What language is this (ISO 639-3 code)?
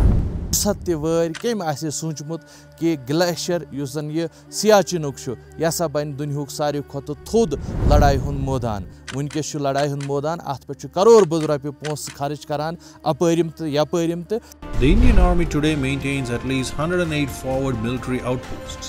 kas